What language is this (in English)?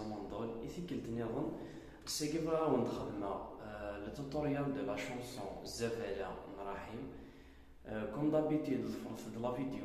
Kabyle